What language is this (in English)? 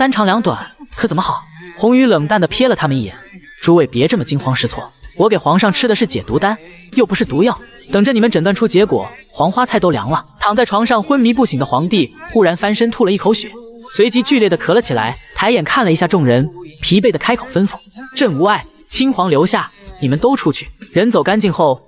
Chinese